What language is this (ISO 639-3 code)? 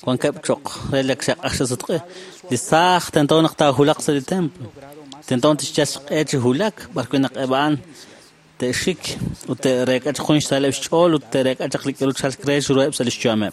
kek